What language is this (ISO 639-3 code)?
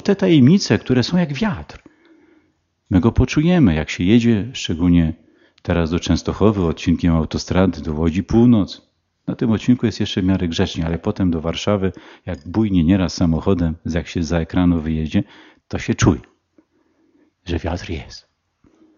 pol